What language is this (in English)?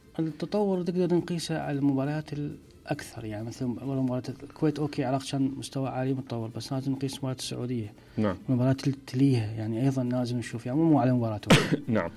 Mesopotamian Arabic